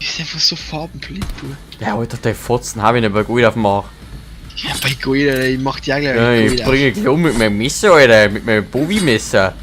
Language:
Bavarian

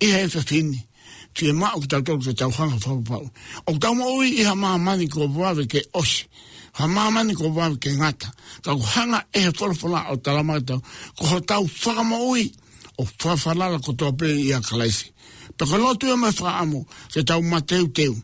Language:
Tongan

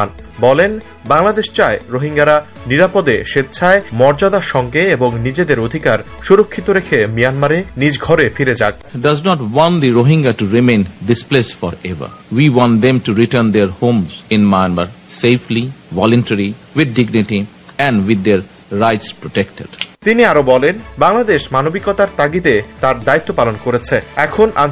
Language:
Bangla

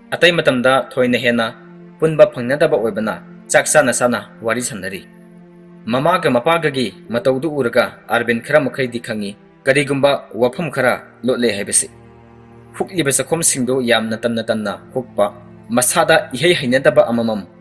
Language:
Manipuri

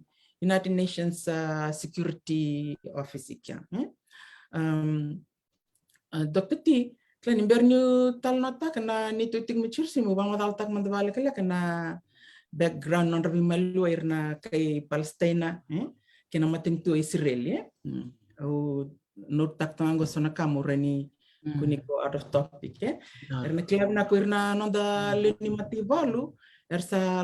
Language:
Fijian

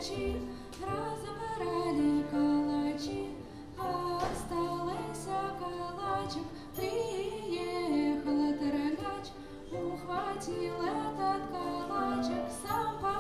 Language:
Russian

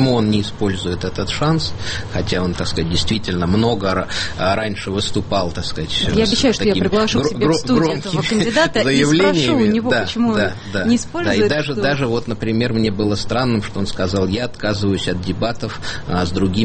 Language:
Russian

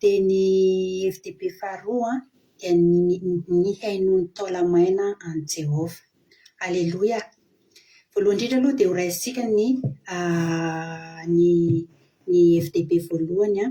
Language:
Malagasy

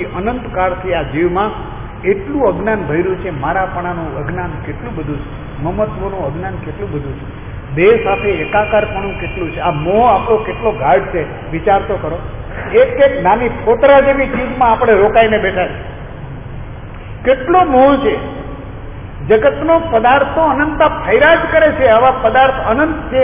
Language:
Gujarati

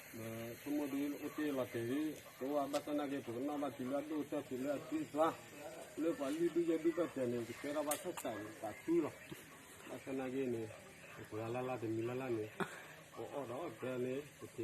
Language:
S'gaw Karen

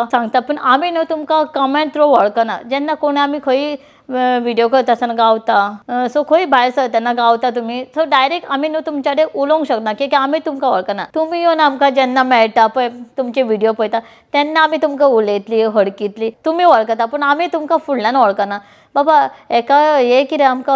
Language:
Konkani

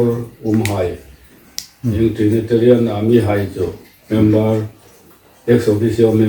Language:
Hmar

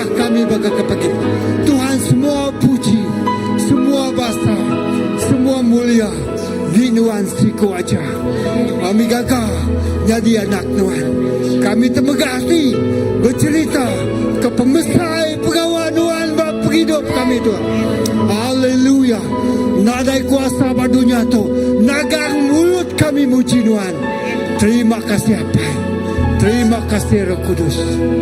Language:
Iban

